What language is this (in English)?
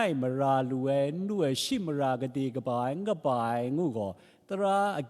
Kachin